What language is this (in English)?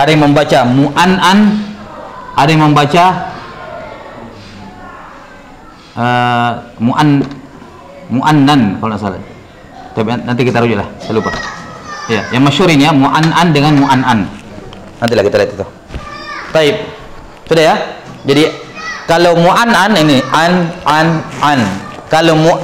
Indonesian